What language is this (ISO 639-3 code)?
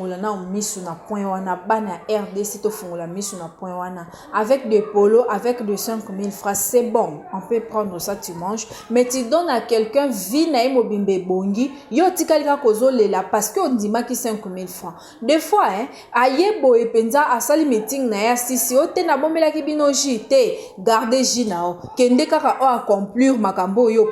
lin